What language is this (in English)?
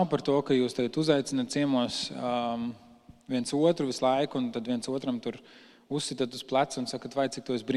Latvian